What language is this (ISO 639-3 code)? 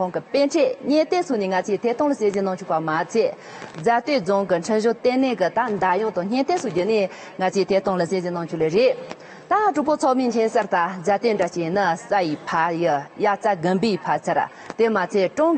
bod